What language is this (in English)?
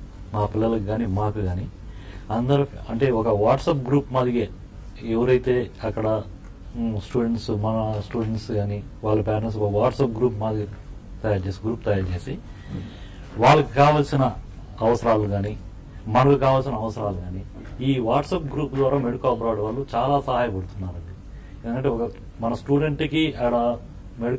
Telugu